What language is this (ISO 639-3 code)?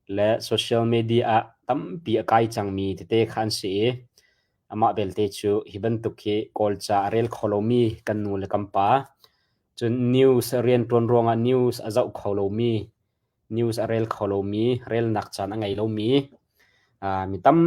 cnh